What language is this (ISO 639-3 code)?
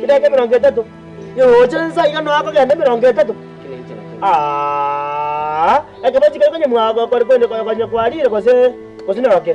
guz